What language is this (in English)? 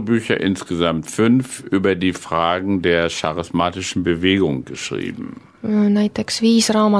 Estonian